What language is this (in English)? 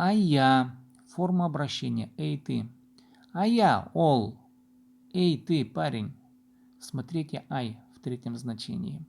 Khakas